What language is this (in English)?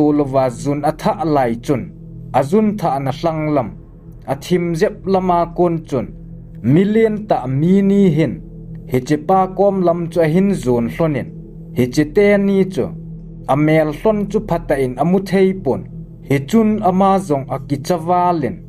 Thado Chin